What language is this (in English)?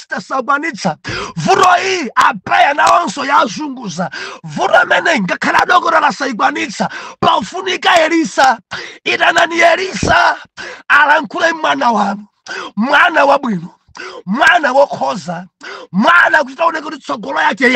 Nyanja